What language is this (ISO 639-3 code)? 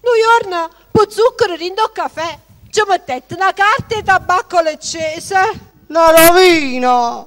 nap